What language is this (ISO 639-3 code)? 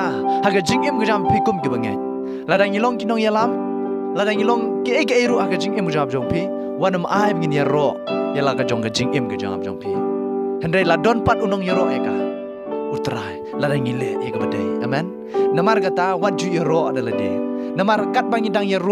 kha